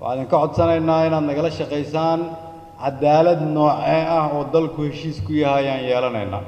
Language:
Somali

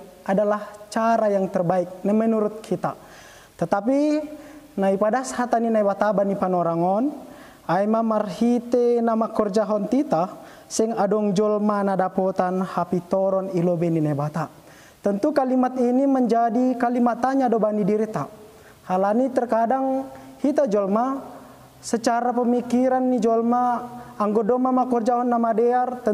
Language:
Batak Simalungun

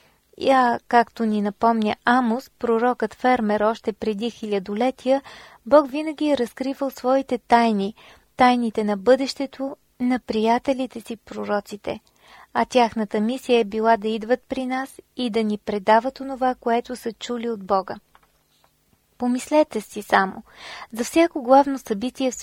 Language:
Bulgarian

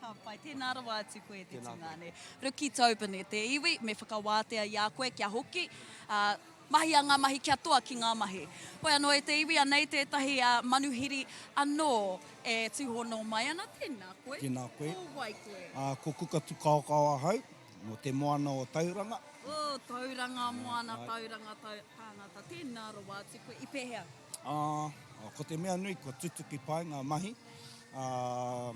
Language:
Māori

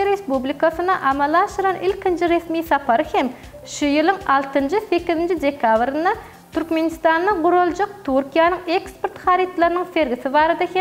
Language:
Turkmen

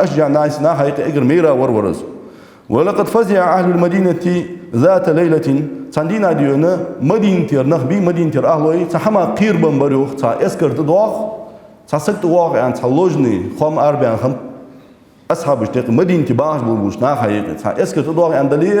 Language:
Ingush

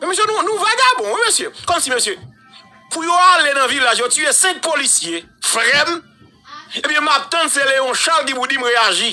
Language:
Haitian Creole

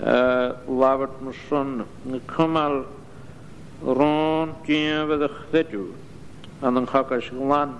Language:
Scottish Gaelic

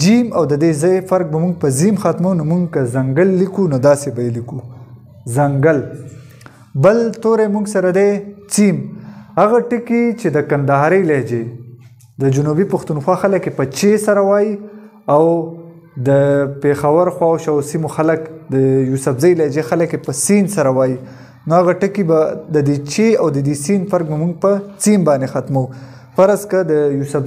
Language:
Pashto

